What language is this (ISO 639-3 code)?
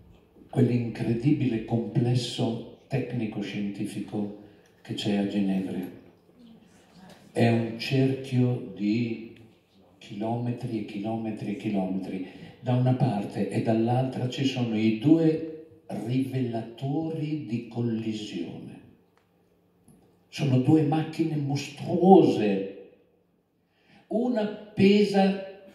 ita